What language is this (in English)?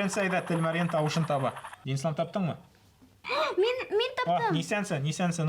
Bashkir